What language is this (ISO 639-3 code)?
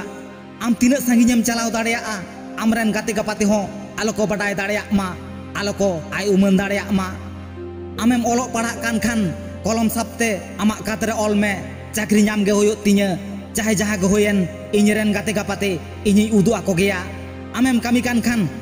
sat